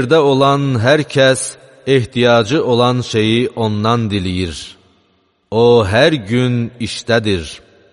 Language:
Azerbaijani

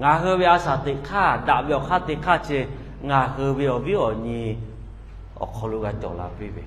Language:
Lahu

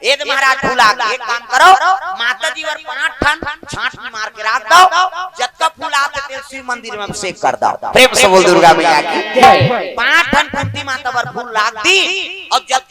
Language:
Chhattisgarhi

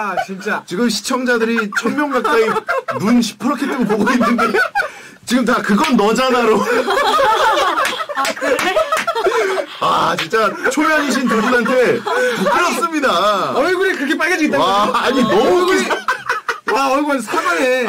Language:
Korean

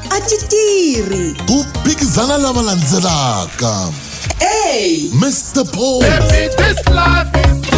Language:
Tsonga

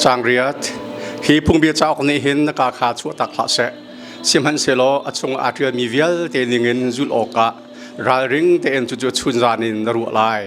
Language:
Hakha Chin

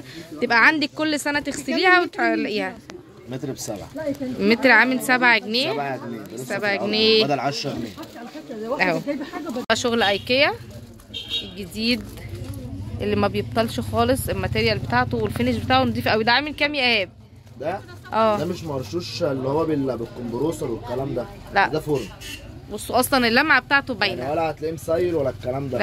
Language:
Egyptian Arabic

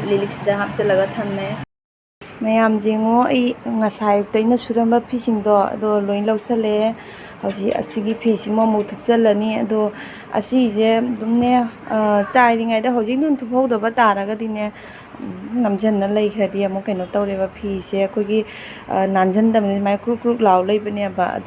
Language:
Manipuri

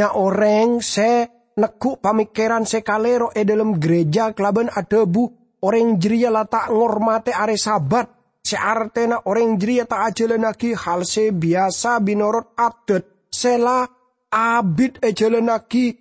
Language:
Madurese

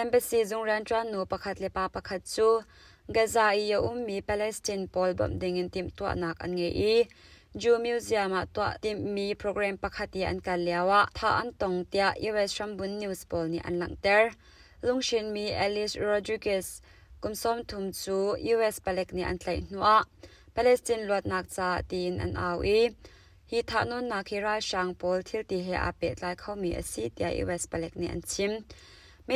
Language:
Hakha Chin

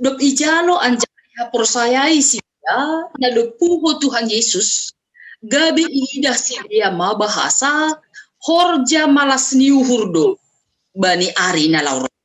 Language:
Batak Simalungun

